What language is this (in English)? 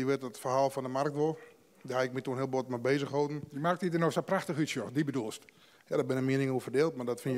Western Frisian